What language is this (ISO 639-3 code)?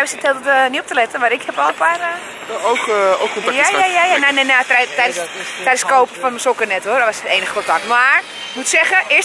nld